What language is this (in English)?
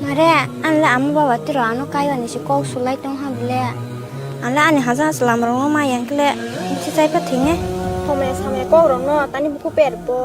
Kok Borok